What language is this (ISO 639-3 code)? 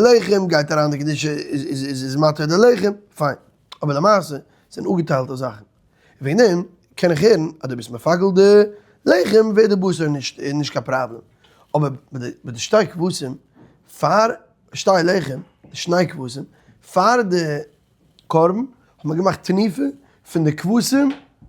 yid